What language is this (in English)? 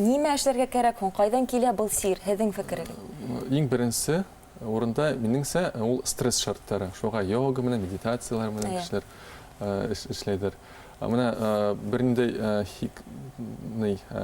Bashkir